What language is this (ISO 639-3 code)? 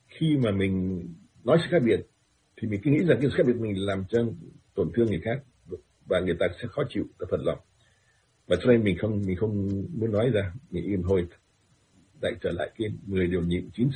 vie